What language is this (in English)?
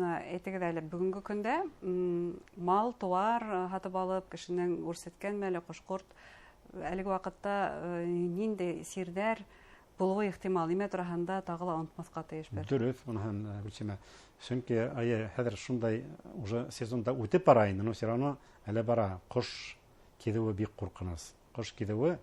Bashkir